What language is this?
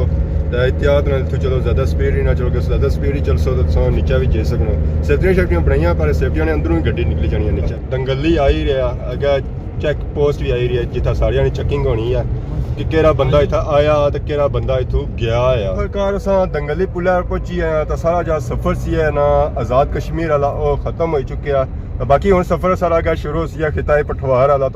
Pahari-Potwari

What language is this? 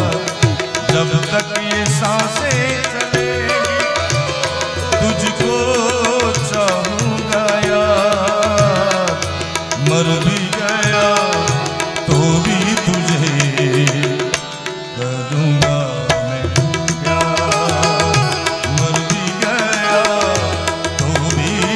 Hindi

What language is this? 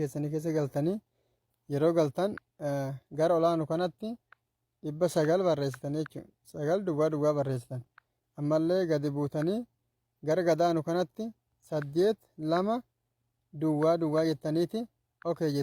Oromo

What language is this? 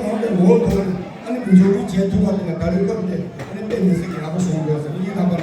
Tibetan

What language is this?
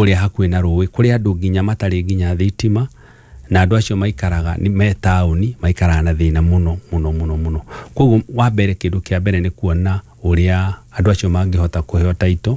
Kikuyu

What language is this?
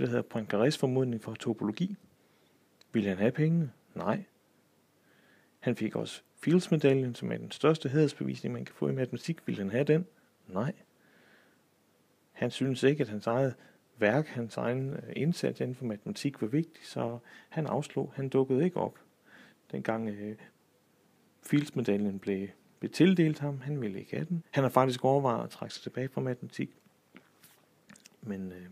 Danish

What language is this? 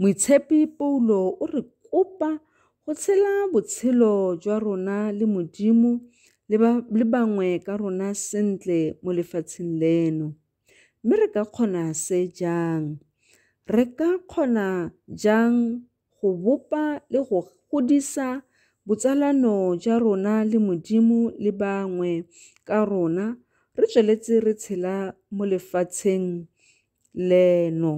Tswana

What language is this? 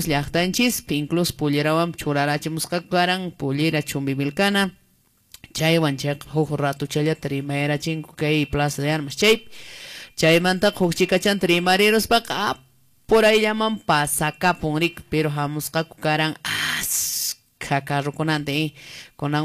Quechua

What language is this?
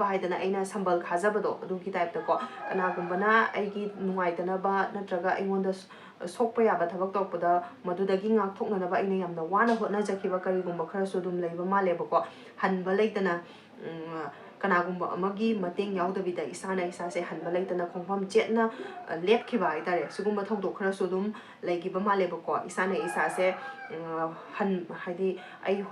Manipuri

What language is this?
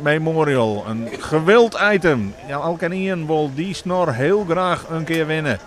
Western Frisian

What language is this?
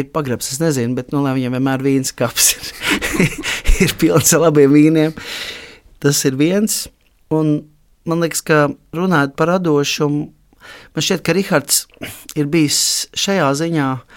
Latvian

